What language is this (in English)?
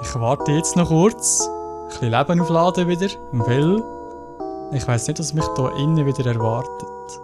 Swiss German